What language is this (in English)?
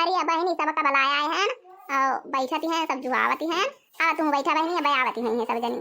Awadhi